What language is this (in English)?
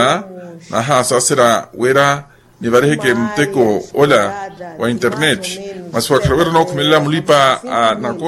Makhuwa